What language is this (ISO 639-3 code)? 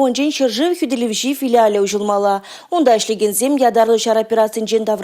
chv